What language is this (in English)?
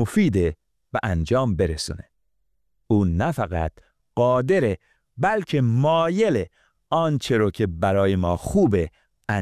Persian